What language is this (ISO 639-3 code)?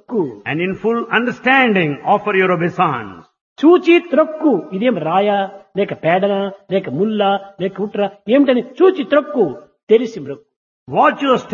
tel